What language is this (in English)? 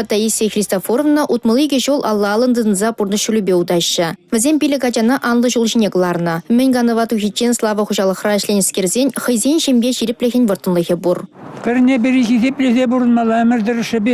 Chuvash